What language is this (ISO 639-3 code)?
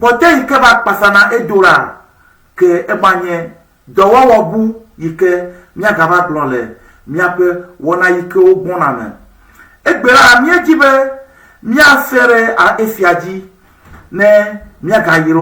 ewe